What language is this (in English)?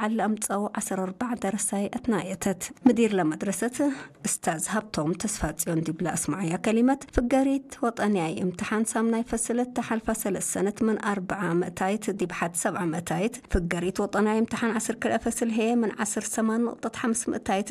Tigre